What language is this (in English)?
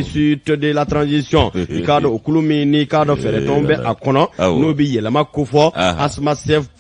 Bambara